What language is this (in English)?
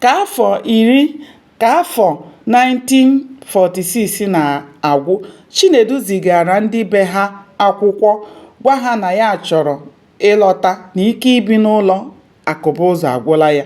Igbo